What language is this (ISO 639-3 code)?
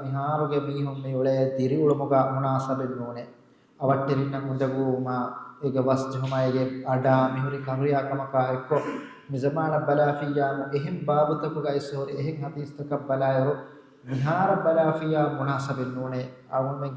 div